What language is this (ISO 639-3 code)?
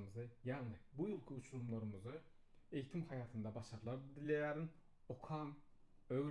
tuk